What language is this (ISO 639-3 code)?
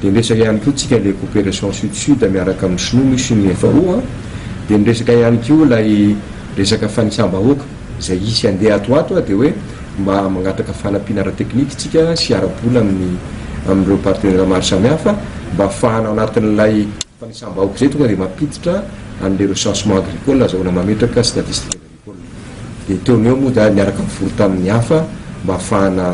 mlg